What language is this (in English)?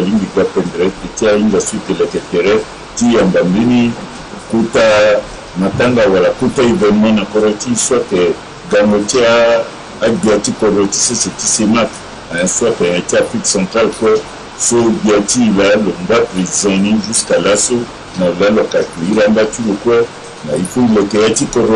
Sango